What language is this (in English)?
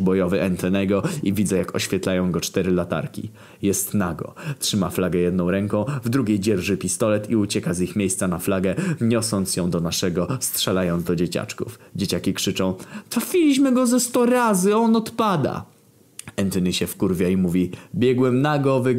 Polish